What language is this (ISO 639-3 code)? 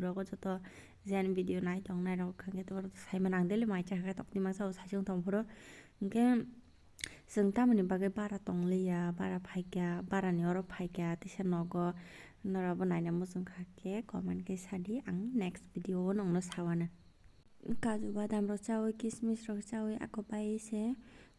trp